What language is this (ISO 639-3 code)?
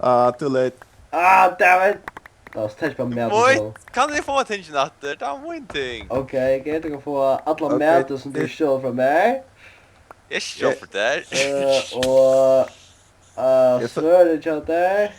fao